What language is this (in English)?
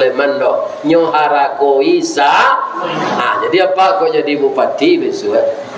Minangkabau